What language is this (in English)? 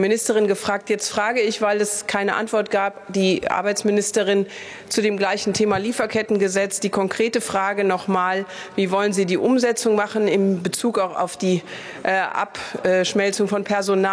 German